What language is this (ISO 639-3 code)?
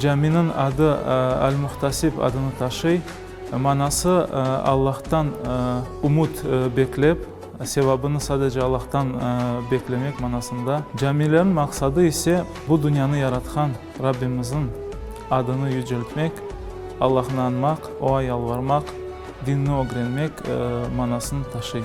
crh